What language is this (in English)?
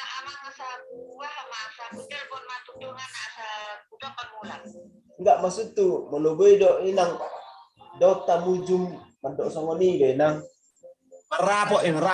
Batak Toba